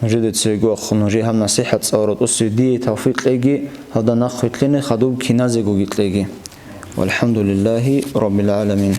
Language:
Avaric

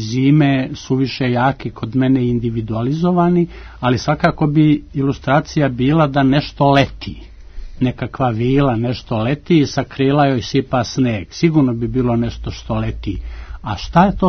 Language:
Serbian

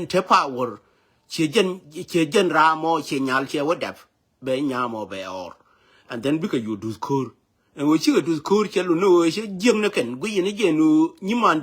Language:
Nuer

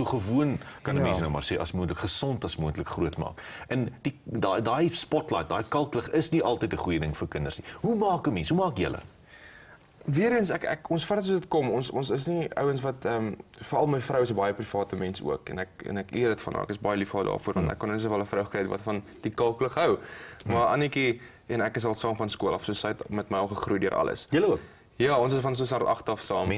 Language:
Afrikaans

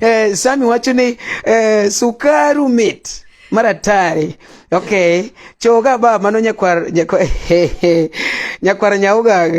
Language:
Luo (Kenya and Tanzania)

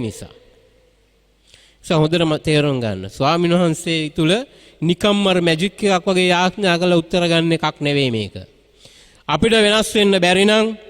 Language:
Sinhala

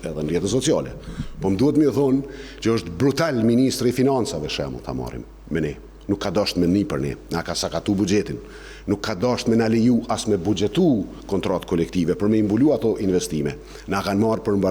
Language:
Albanian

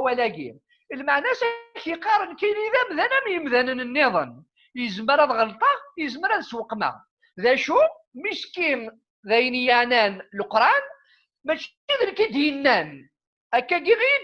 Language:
Kabyle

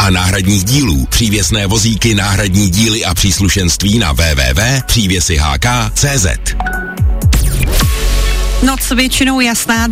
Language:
Czech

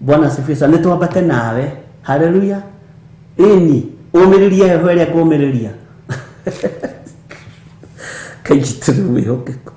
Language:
Kikuyu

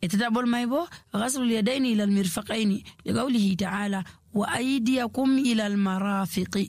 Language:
Nigerian Fulfulde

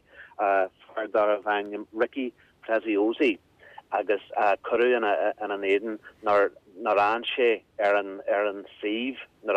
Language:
Irish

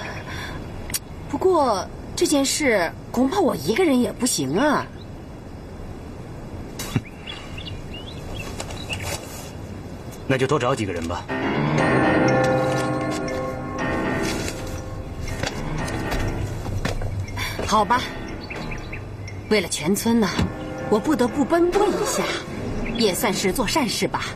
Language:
Chinese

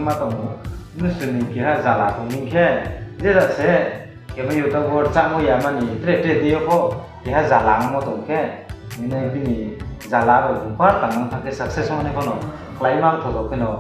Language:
Riang (India)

